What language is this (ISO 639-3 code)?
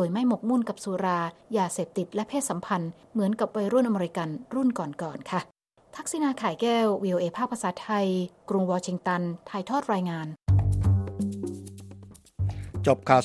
tha